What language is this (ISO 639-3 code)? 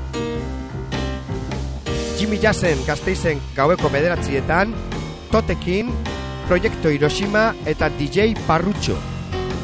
eus